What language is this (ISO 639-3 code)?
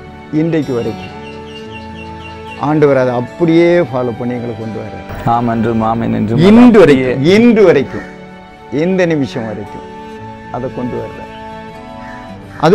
tam